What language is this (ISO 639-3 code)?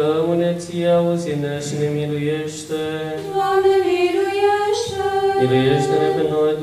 ron